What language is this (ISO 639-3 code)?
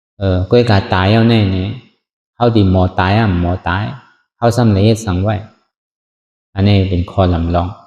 shn